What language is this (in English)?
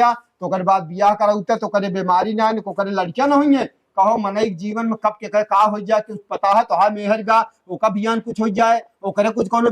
Awadhi